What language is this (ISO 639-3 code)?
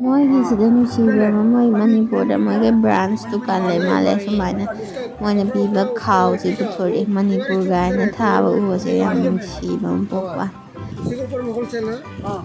mni